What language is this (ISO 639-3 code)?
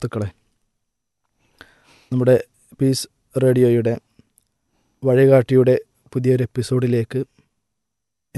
mal